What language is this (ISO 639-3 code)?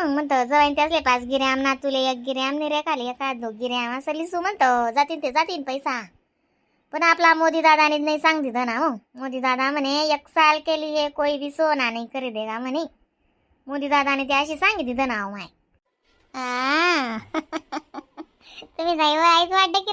khn